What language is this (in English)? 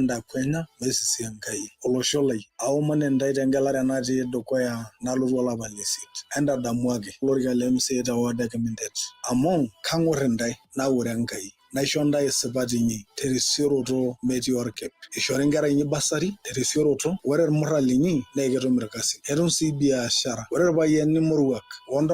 Masai